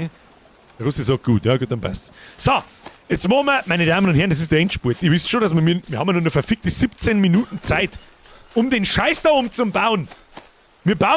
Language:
Bavarian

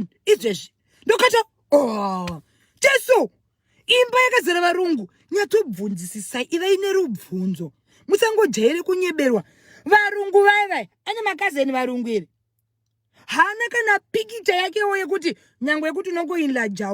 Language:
Shona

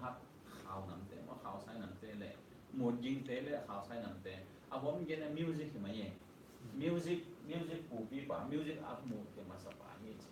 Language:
Tedim Chin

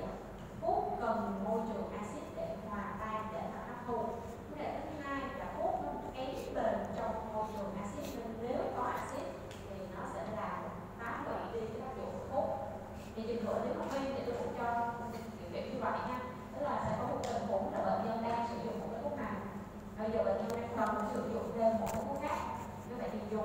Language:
Vietnamese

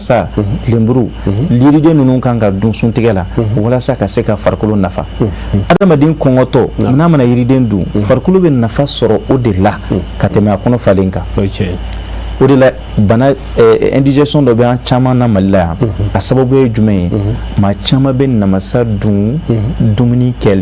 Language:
Bambara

